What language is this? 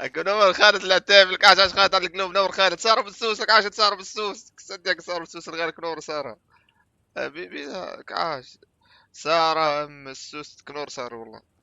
North Levantine Arabic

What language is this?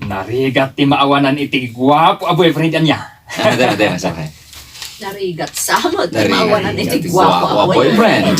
Iloko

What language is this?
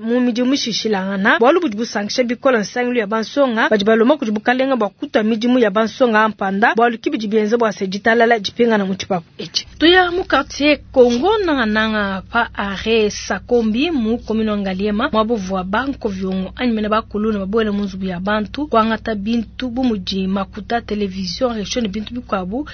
Luba-Lulua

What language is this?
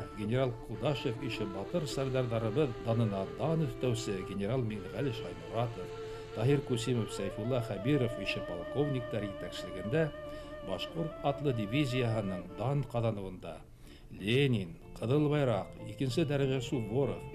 Bashkir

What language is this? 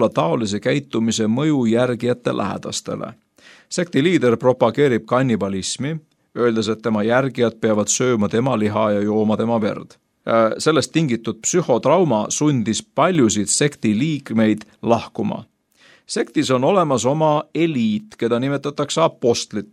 Estonian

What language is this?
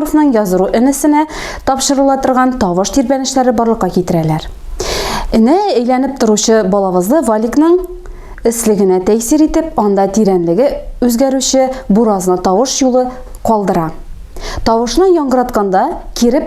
Tatar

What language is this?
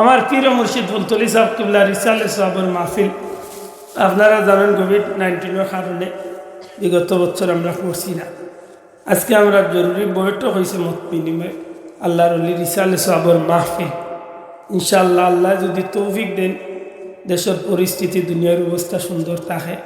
Sylheti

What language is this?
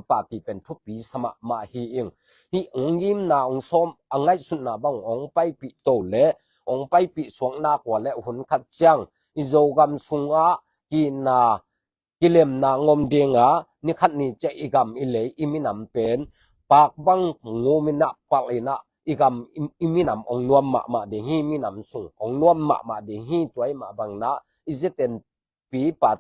Tedim Chin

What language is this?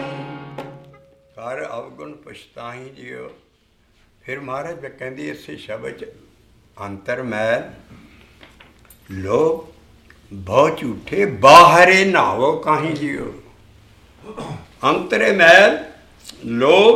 Punjabi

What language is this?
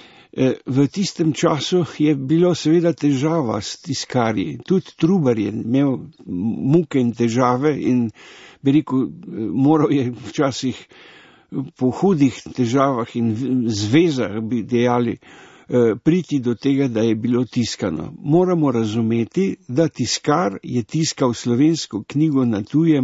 Slovenian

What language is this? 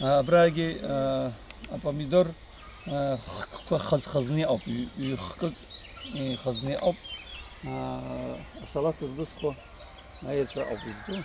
Abkhazian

